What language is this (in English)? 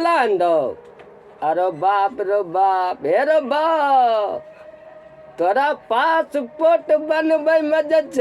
Maithili